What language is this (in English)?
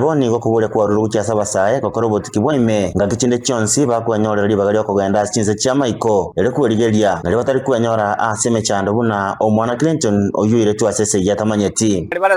Gusii